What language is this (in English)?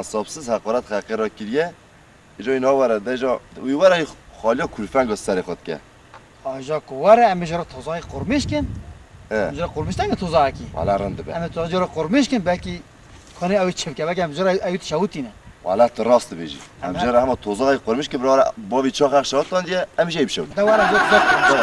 Kurdish